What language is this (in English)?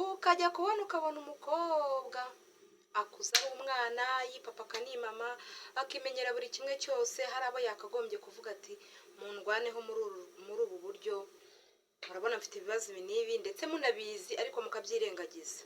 Kinyarwanda